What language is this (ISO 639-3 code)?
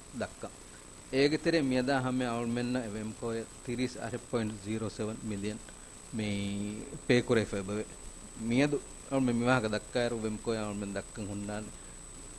div